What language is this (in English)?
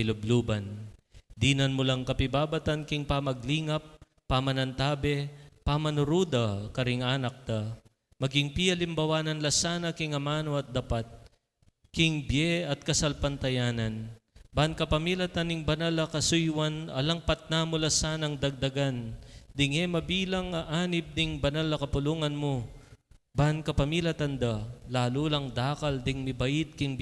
Pampanga